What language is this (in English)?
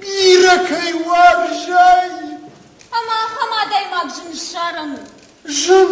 Ossetic